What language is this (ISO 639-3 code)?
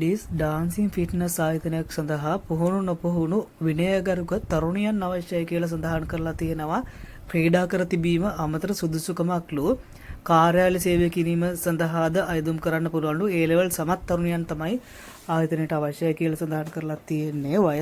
sin